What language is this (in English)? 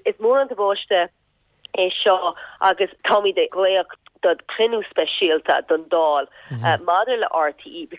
Irish